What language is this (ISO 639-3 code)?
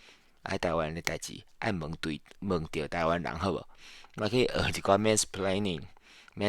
nan